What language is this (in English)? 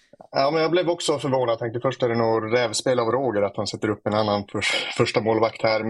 Swedish